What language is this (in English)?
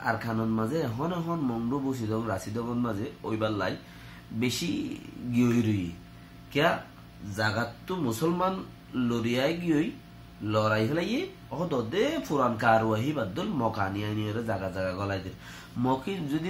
Rohingya